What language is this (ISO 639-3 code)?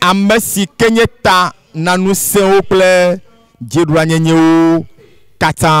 ewe